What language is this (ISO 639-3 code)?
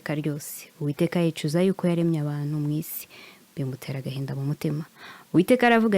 kin